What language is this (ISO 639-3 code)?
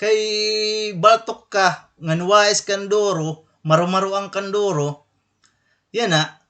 war